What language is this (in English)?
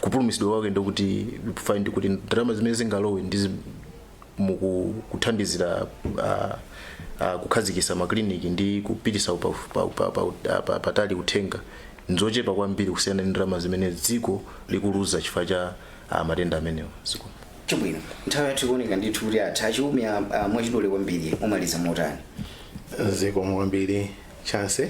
Nyanja